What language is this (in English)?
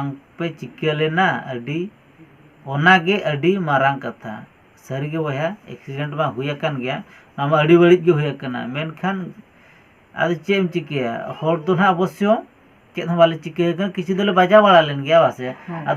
Santali